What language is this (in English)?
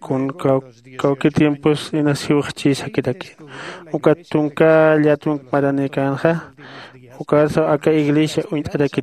Aymara